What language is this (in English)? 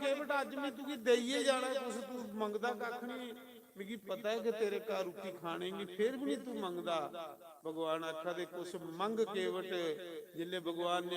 Dogri